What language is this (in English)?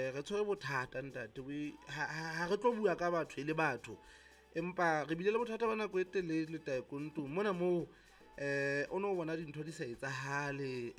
Southern Sotho